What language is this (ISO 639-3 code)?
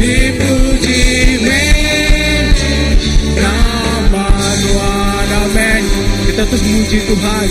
iba